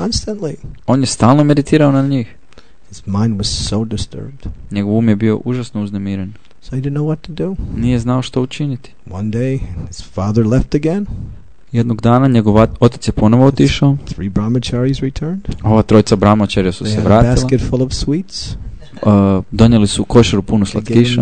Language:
Croatian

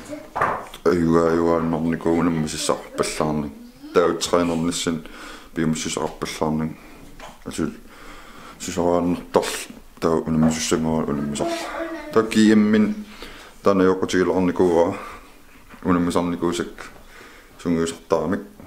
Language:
Kalaallisut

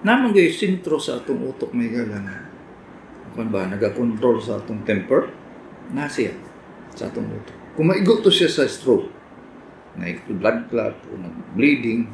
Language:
Cebuano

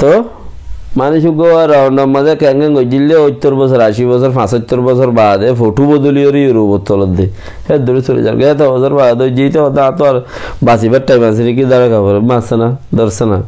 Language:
Rohingya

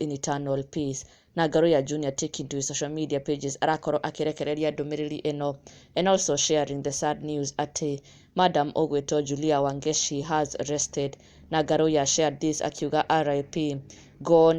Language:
Kikuyu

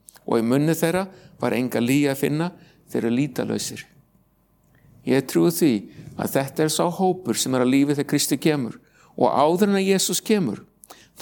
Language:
Icelandic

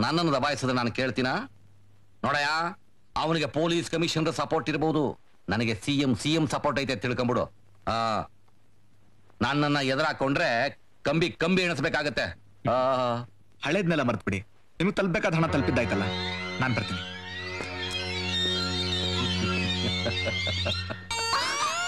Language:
Kannada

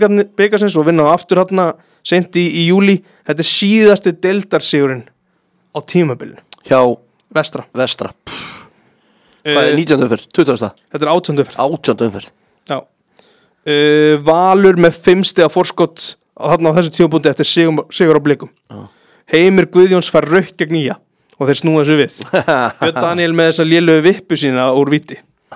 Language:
Icelandic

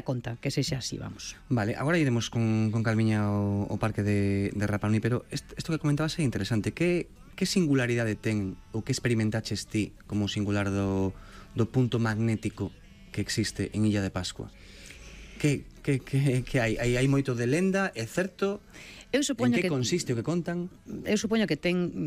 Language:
Galician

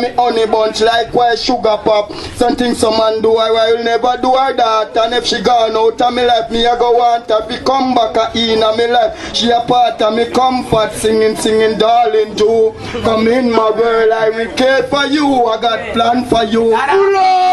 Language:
Jamaican Creole English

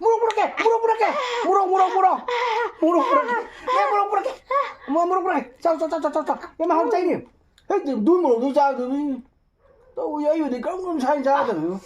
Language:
Manipuri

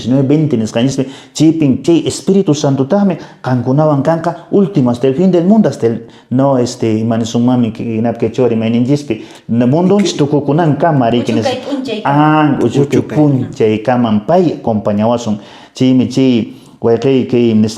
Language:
Quechua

